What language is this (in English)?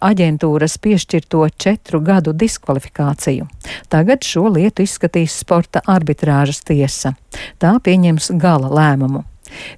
Latvian